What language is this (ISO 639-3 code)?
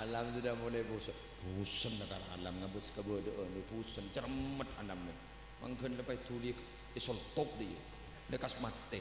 mad